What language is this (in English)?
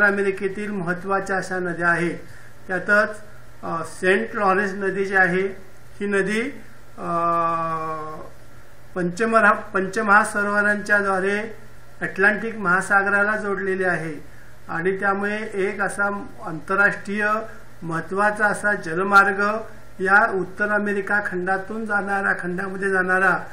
Marathi